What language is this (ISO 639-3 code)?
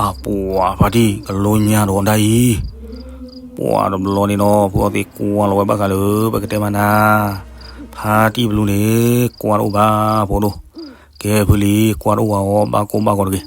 ksw